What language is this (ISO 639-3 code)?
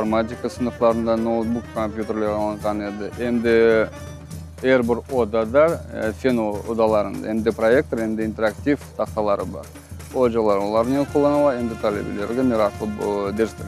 crh